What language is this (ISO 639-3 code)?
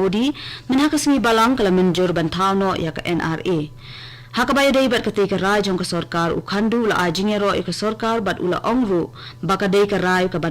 kha